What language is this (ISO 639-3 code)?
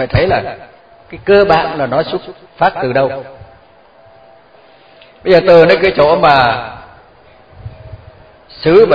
vie